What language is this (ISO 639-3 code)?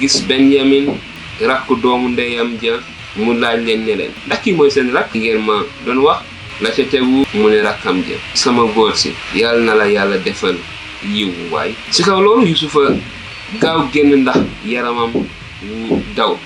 wol